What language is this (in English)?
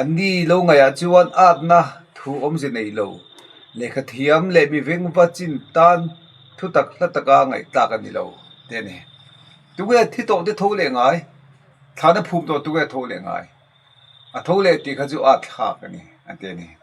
Mizo